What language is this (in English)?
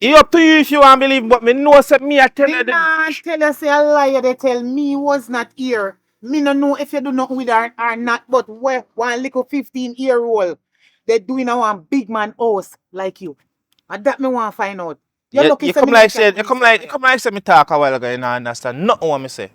Jamaican Creole English